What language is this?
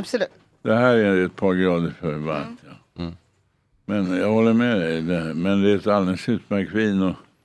Swedish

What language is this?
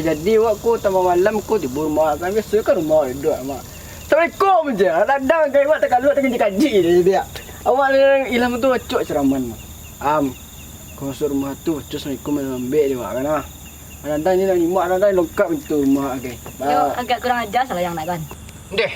Minangkabau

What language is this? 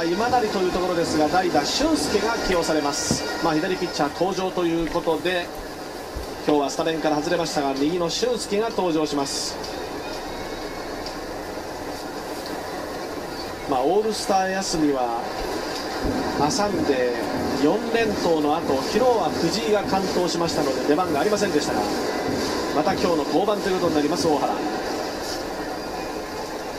Japanese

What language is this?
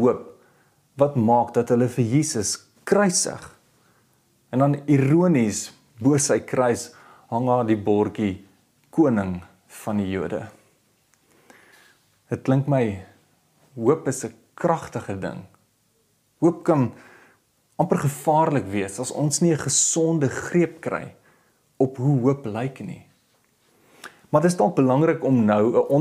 Afrikaans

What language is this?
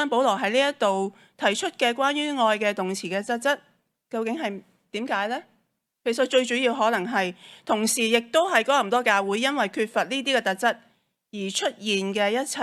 Cantonese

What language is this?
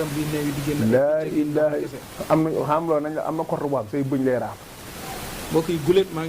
Wolof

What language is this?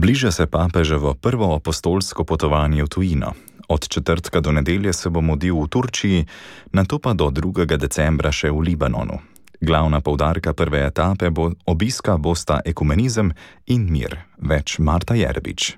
Slovenian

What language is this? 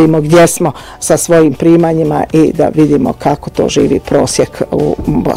Croatian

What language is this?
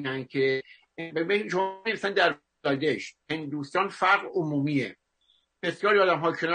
Persian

